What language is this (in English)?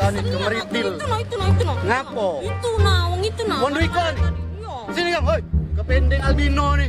Musi